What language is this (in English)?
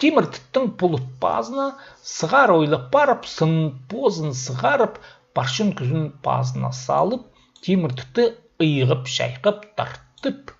Khakas